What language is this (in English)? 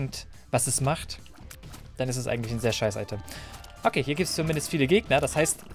German